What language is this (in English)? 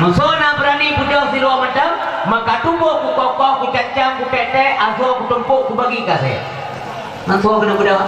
Achinese